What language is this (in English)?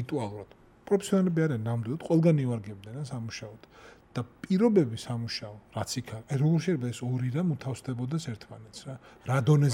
Georgian